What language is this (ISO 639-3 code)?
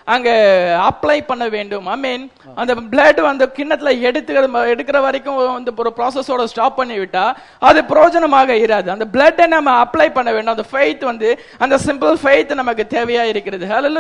tam